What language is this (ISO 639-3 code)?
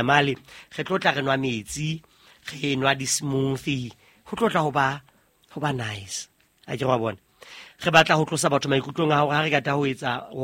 sot